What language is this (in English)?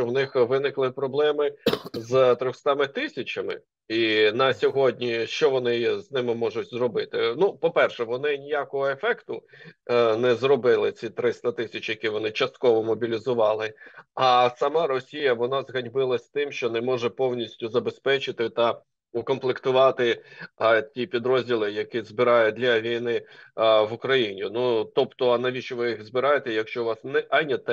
Ukrainian